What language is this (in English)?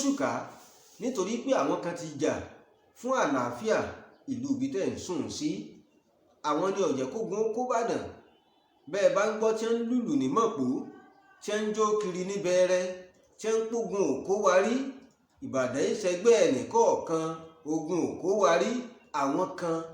Yoruba